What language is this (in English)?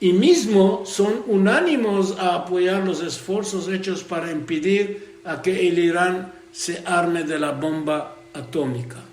Ladino